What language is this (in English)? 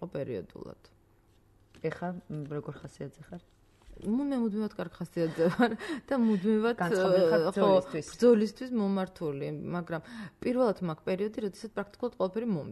Georgian